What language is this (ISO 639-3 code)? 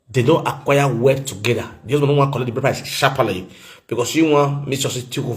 pcm